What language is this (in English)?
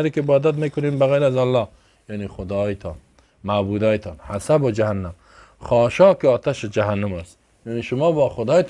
Persian